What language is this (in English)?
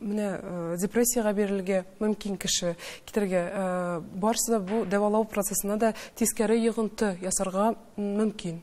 Tatar